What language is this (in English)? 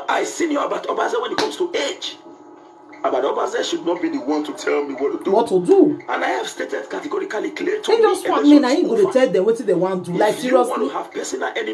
Nigerian Pidgin